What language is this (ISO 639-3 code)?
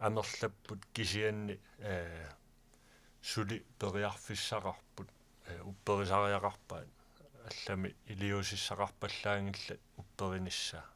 kal